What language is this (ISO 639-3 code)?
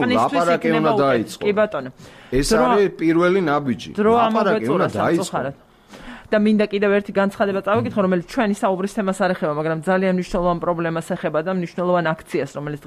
kat